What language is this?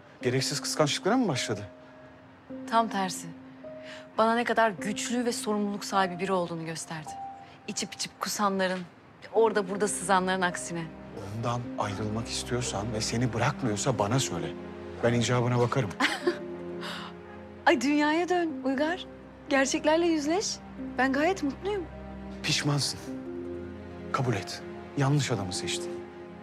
Turkish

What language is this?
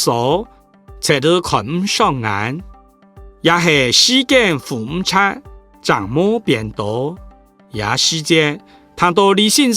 Hakka Chinese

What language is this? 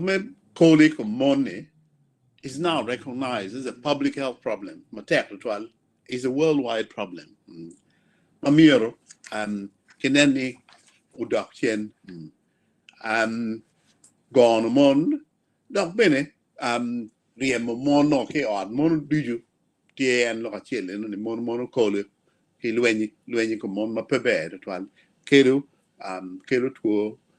Acoli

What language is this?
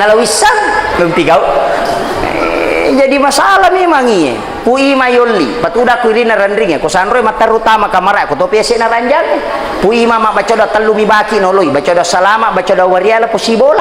Buginese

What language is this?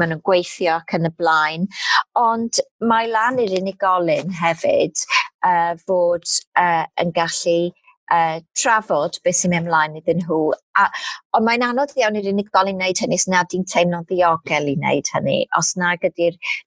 Welsh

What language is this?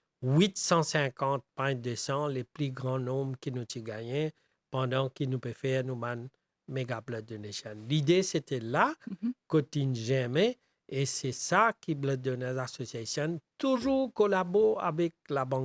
Morisyen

